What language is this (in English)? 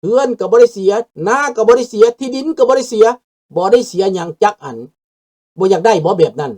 Lao